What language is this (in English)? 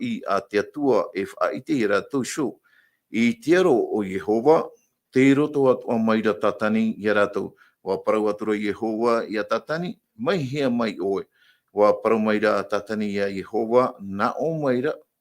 Tahitian